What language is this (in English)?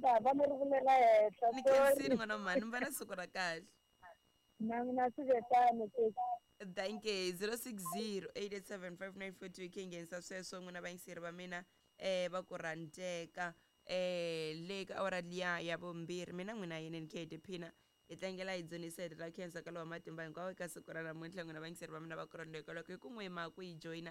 Tsonga